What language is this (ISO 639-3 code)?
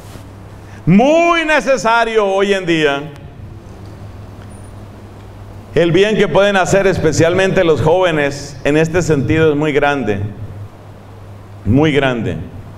spa